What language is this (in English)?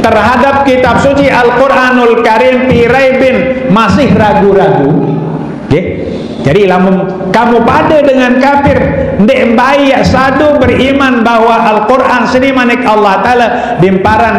Sasak